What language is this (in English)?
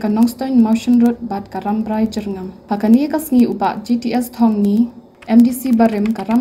Khasi